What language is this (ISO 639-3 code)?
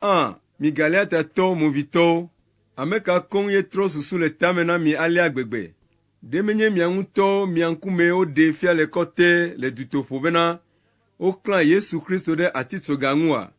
ewe